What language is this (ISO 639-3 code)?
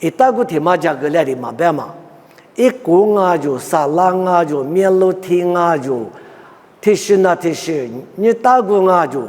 lis